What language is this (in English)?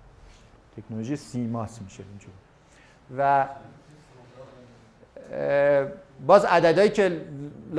Persian